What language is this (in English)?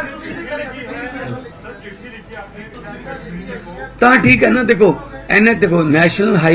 Punjabi